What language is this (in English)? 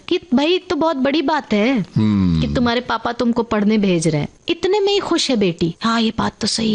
Hindi